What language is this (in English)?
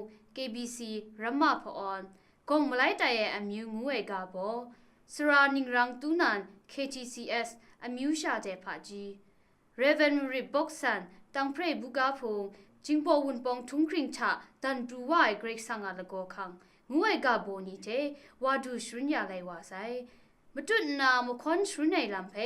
Kachin